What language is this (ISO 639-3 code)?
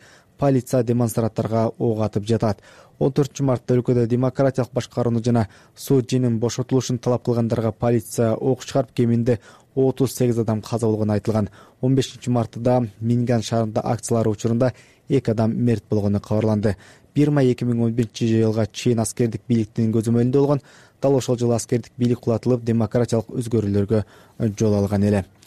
kir